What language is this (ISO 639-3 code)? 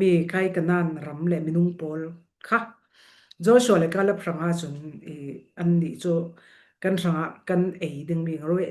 cfm